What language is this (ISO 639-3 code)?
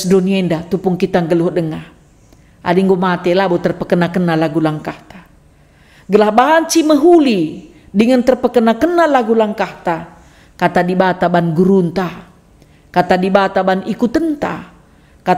btx